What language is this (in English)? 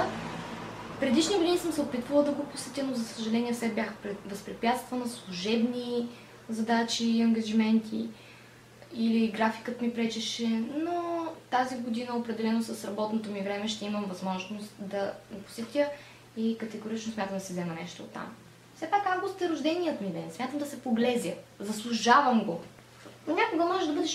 Bulgarian